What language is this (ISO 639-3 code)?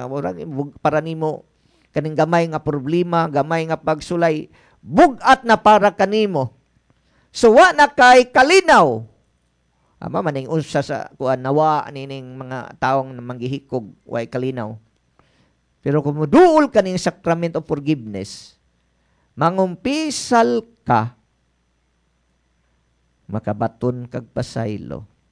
ceb